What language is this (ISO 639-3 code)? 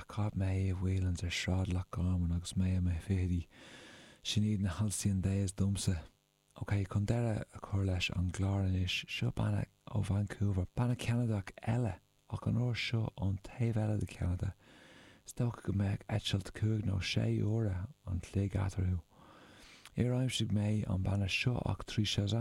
gle